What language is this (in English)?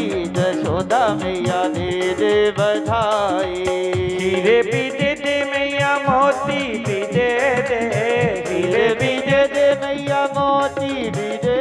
Dogri